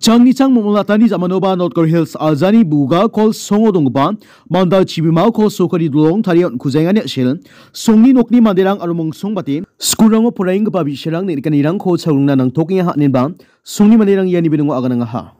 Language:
Garo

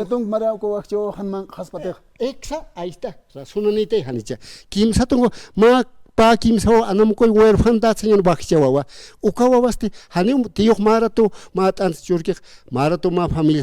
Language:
Aymara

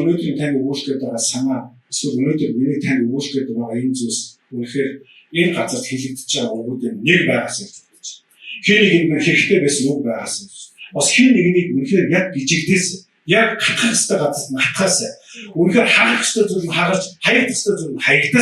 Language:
Mongolian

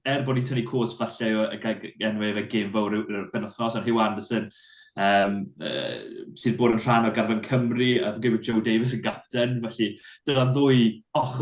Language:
Welsh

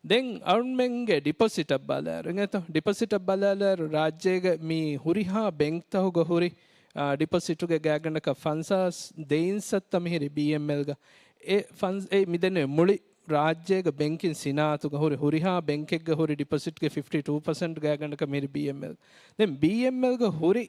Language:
Divehi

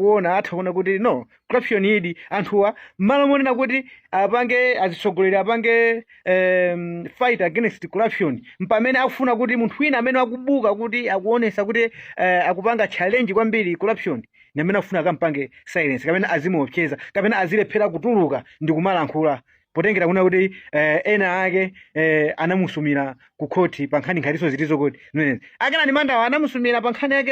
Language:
Nyanja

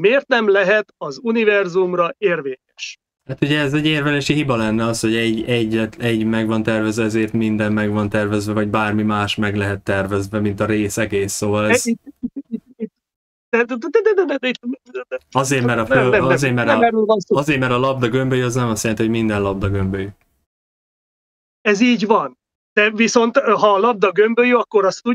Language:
Hungarian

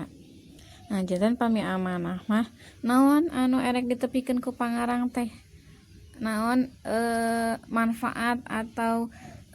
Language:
Sundanese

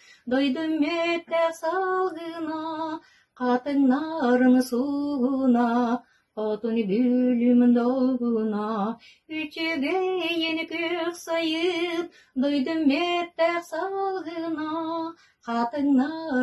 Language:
Yakut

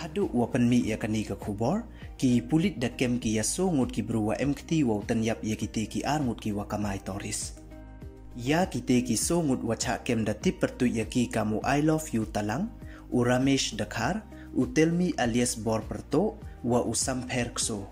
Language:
Pnar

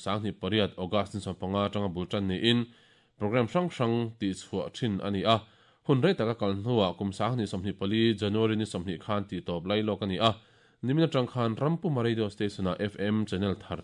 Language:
Mizo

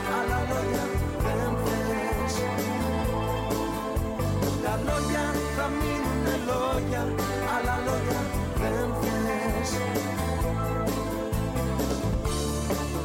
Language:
Greek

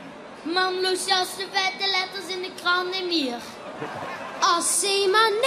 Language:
Limburgish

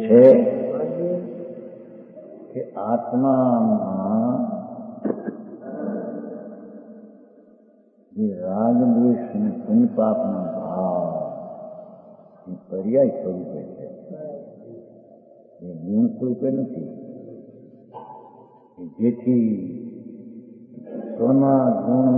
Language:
Gujarati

